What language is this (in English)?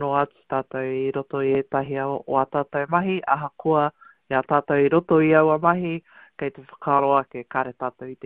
Māori